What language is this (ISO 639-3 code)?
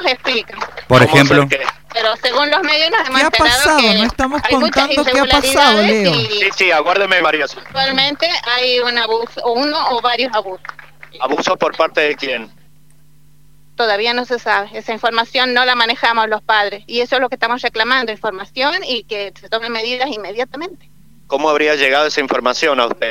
spa